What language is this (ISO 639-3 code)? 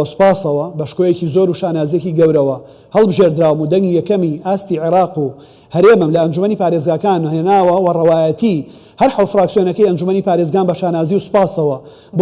ckb